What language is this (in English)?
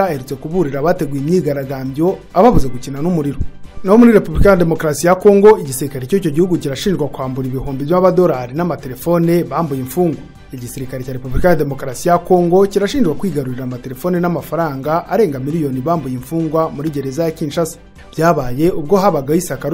Kinyarwanda